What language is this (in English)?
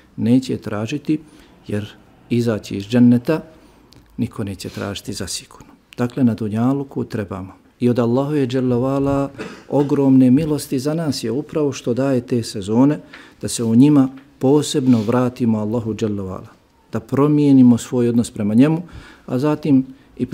Bosnian